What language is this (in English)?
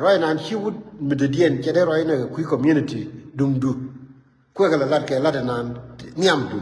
Nuer